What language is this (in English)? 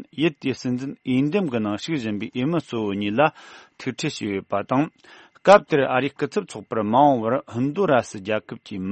Tibetan